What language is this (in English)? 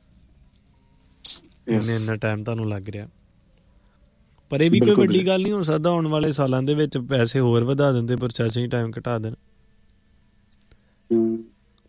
Punjabi